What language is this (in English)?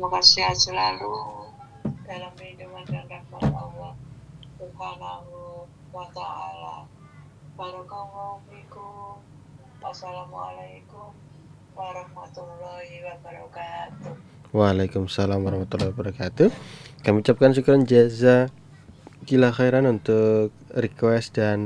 Indonesian